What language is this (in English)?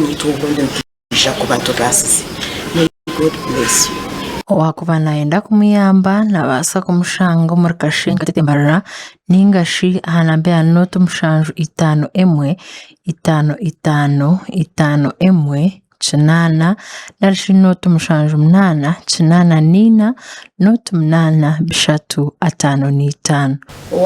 Nyankole